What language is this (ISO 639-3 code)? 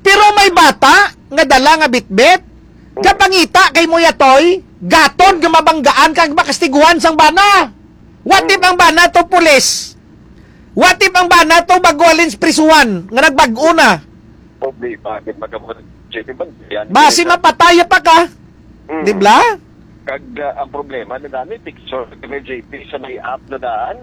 hil